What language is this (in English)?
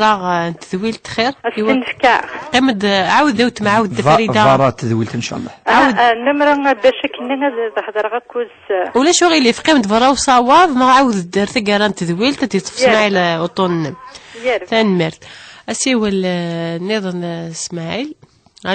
Kabyle